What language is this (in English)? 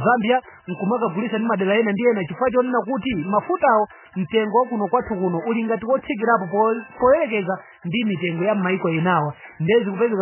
Nyanja